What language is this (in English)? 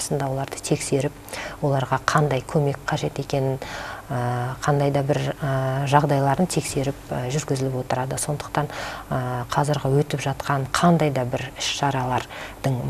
Kazakh